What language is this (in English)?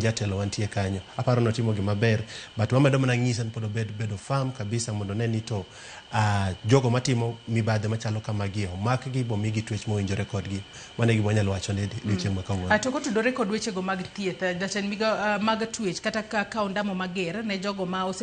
Luo (Kenya and Tanzania)